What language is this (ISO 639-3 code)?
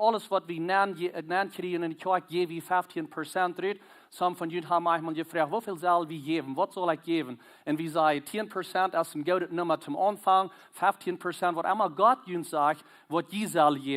pdt